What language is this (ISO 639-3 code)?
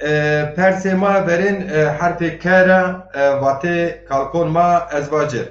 zza